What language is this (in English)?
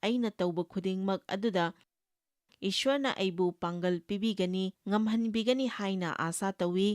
Manipuri